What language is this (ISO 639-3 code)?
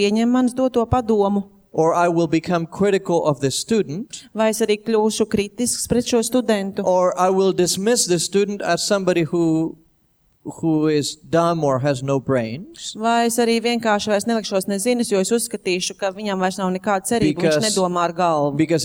lav